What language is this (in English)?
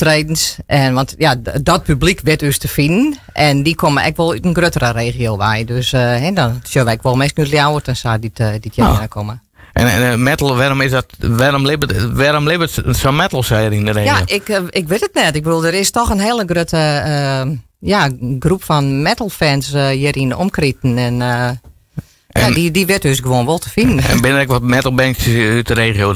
Western Frisian